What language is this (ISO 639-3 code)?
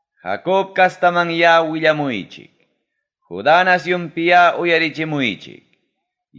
quy